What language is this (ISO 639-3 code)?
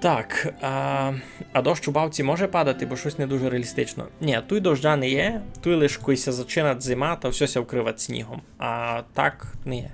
rue